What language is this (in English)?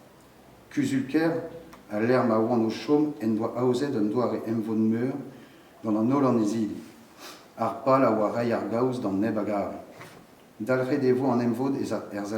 Breton